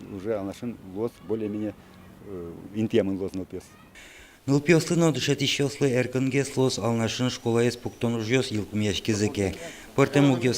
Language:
Udmurt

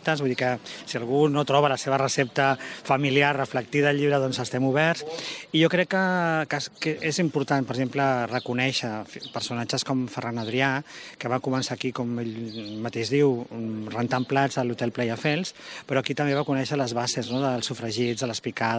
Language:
Catalan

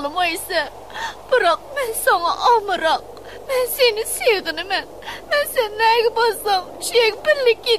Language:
Uyghur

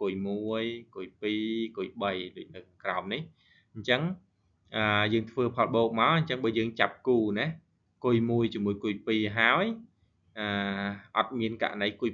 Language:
Khmer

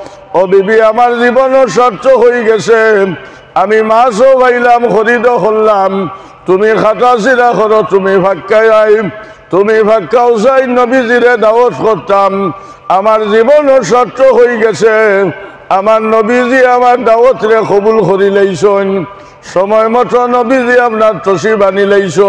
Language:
Sylheti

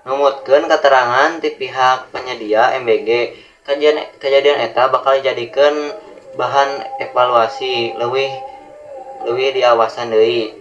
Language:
Sundanese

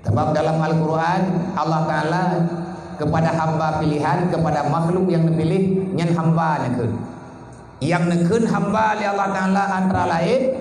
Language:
Achinese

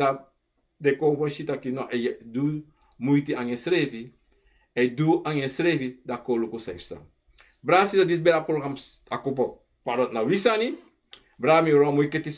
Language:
Sranan Tongo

